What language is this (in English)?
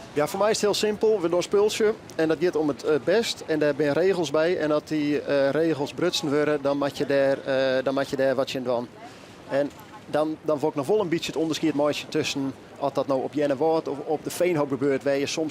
Western Frisian